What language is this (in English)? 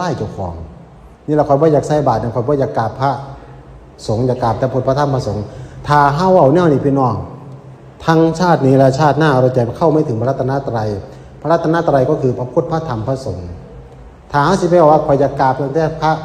Northeastern Thai